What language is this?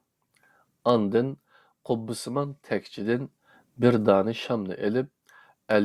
Uyghur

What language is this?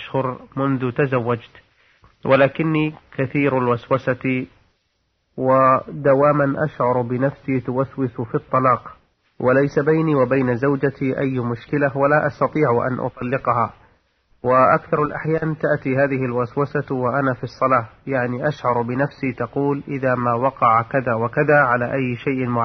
Arabic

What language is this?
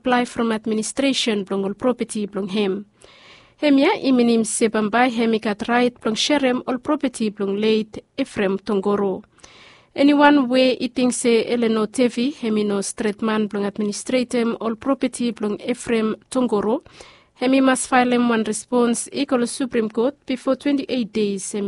Bislama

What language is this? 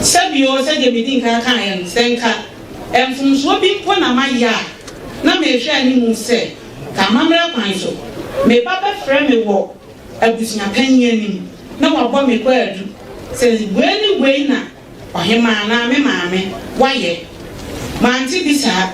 Akan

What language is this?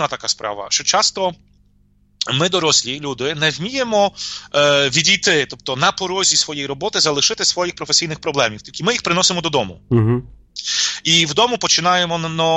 Ukrainian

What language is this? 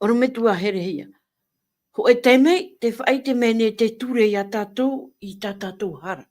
Tahitian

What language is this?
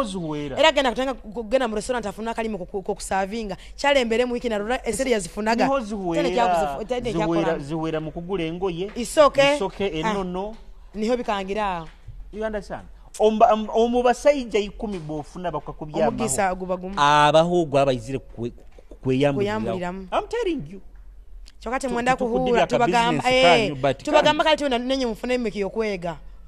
Nyoro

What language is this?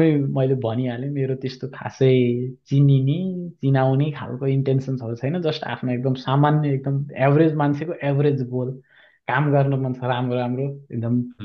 Nepali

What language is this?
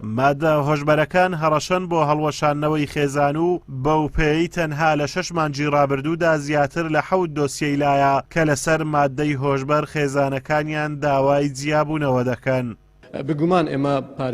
Central Kurdish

